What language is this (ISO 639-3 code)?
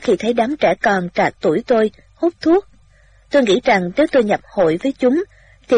vie